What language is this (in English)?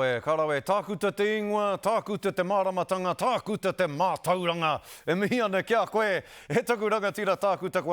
Māori